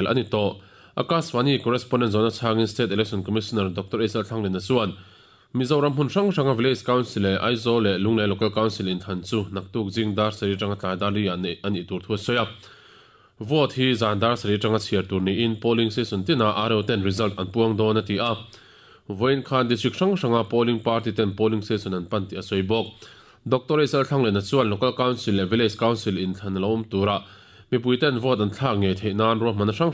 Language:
Mizo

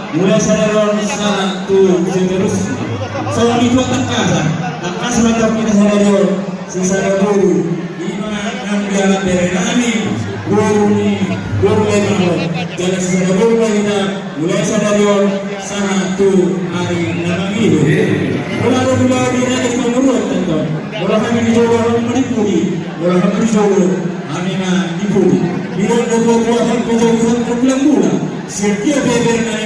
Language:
Batak Toba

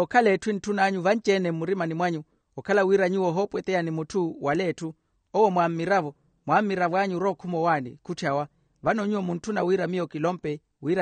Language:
Makhuwa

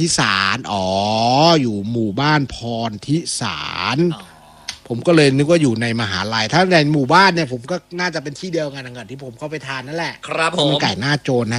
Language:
Thai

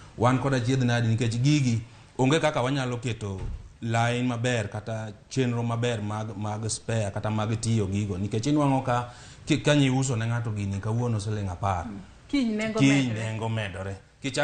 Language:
Luo (Kenya and Tanzania)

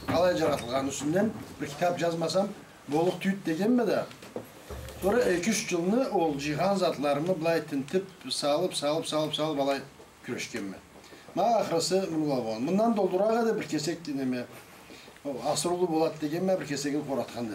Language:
Karachay-Balkar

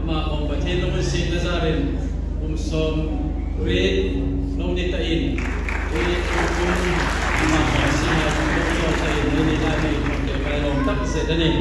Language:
Hmar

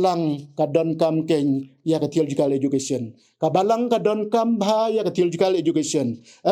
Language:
Khasi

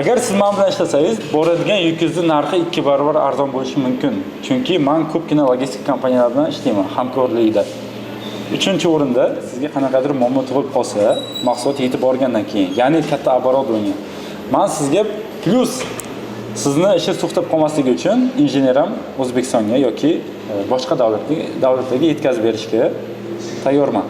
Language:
Uzbek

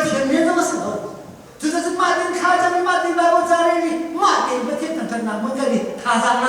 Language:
Hakha Chin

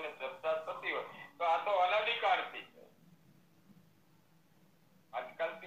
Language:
Gujarati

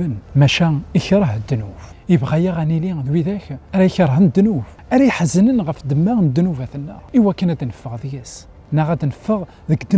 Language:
Kabyle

